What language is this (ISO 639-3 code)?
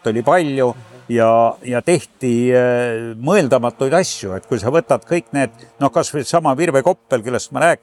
est